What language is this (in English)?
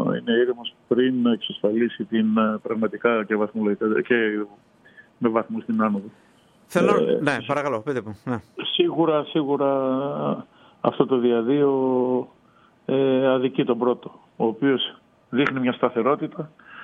Greek